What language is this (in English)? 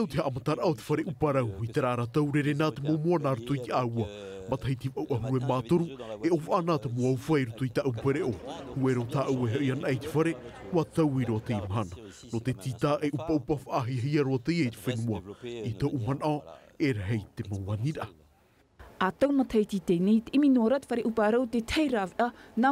Tahitian